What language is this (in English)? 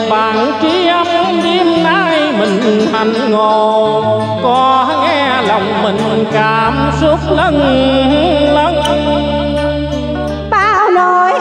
Vietnamese